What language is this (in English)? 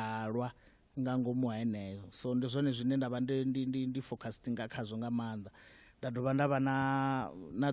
Venda